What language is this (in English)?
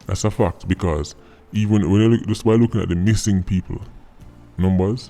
Jamaican Creole English